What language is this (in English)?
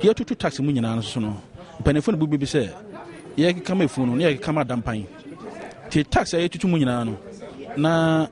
Akan